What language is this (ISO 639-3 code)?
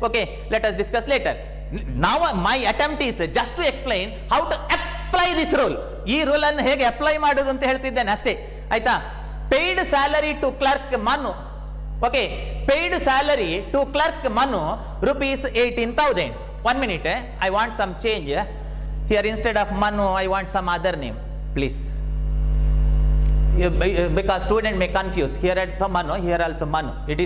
kan